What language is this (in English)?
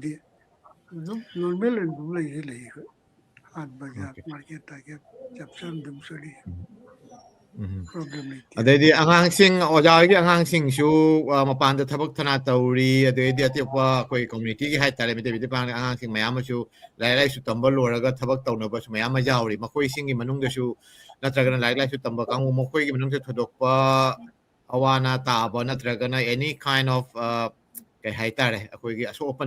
Manipuri